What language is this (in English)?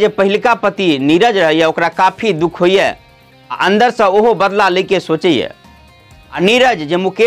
Maithili